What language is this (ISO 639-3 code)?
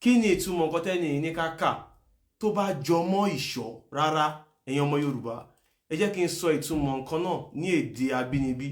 yor